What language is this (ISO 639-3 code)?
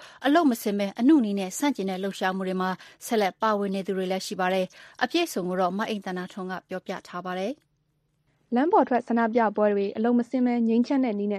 mya